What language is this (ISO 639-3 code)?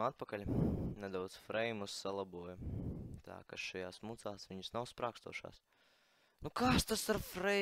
lav